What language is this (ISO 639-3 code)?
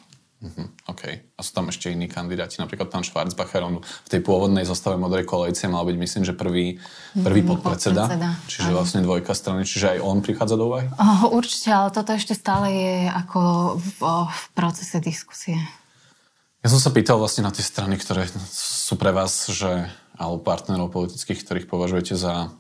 slk